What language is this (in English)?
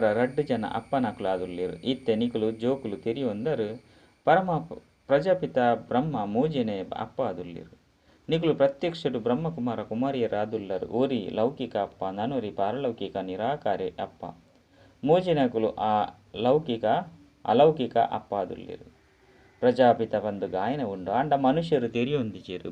Tulu